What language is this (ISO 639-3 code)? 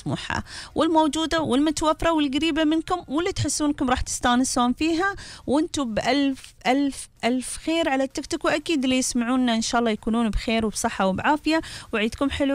afb